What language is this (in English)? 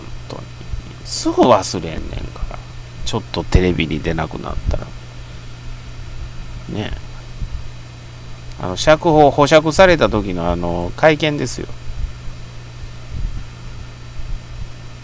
Japanese